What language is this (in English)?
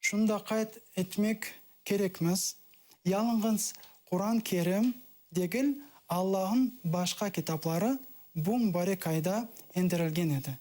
Crimean Tatar